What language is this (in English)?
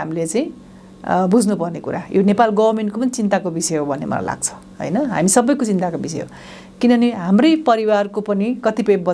Nepali